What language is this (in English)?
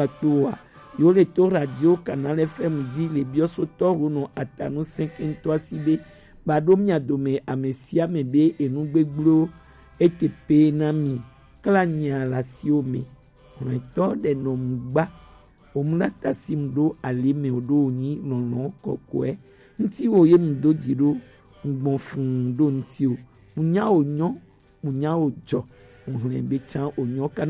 Gen